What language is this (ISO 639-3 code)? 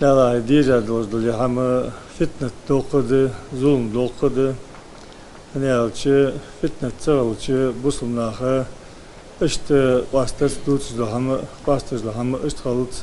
inh